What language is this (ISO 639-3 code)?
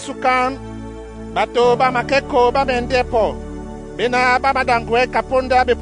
dua